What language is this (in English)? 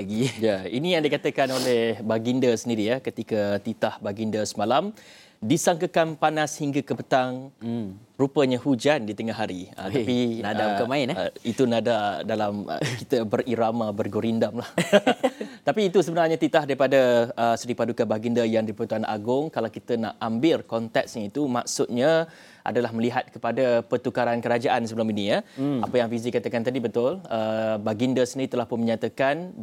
Malay